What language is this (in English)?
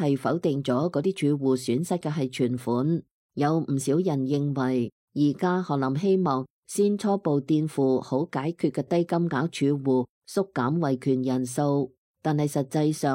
Cantonese